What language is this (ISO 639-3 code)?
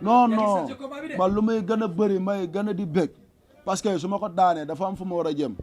wol